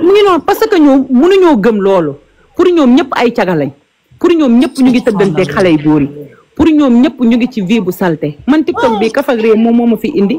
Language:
Wolof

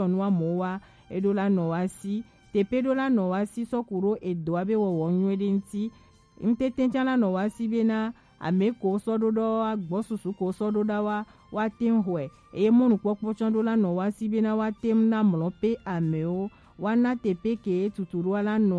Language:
Gen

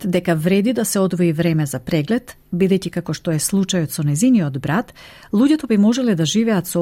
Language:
Macedonian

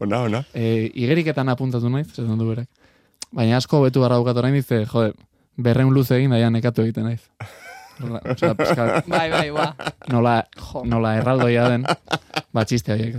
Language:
Basque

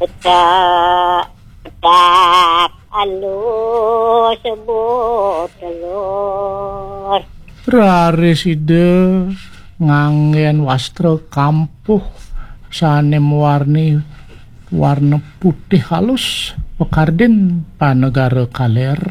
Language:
Balinese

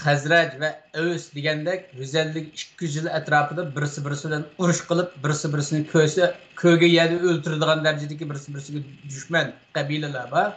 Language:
Uyghur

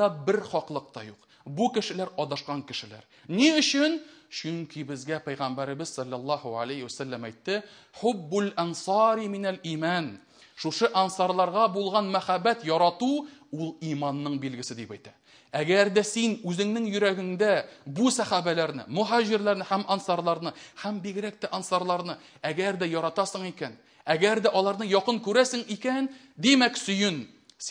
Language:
Tatar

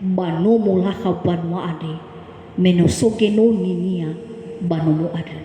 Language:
Nias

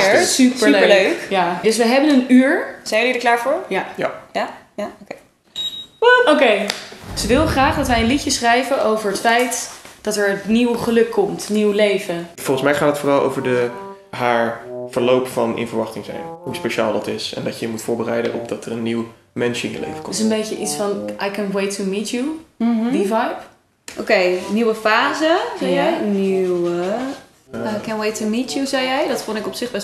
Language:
Dutch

